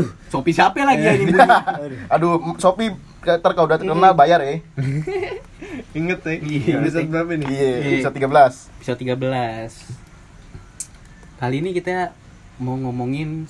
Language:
Indonesian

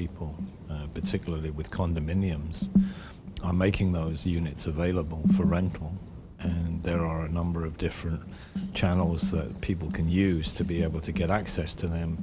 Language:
Papiamento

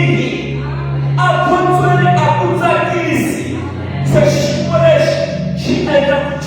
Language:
Tsonga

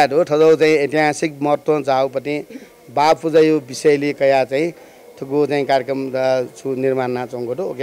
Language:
Newari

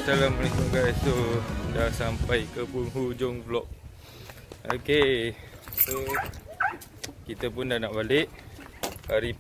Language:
Malay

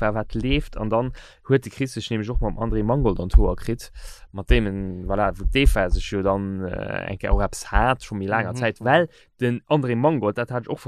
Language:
Luxembourgish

